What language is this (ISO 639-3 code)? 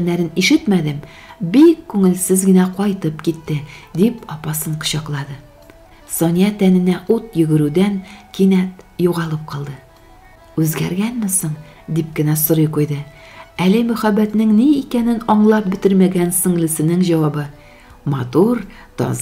tat